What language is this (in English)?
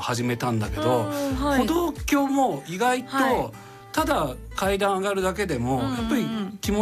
Japanese